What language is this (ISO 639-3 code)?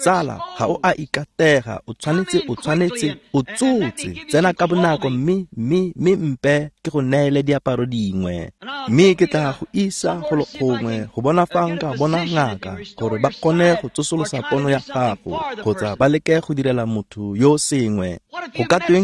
tsn